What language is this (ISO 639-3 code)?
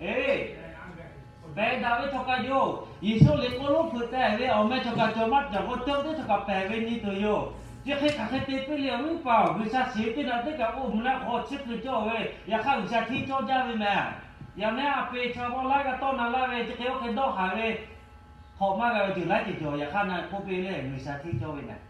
lhu